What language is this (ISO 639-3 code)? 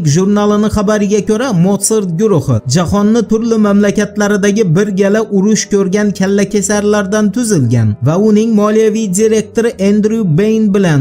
uzb